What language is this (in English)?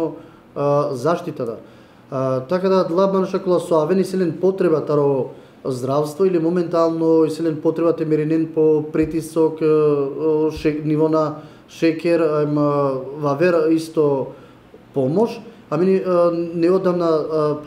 Macedonian